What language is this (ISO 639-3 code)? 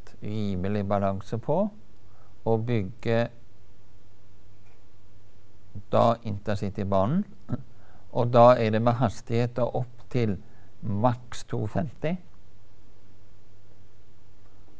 nor